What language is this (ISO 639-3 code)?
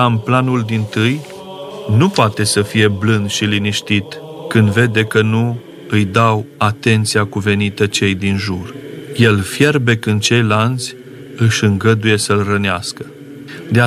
ron